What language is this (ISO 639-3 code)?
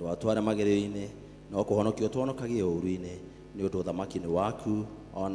kik